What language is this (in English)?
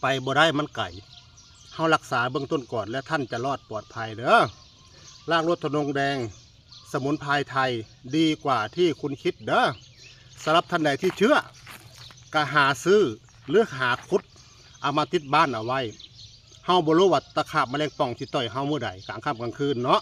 Northeastern Thai